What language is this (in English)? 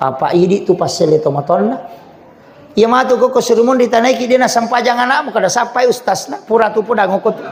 Buginese